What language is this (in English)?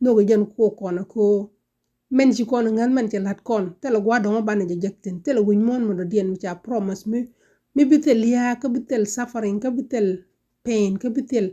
Nuer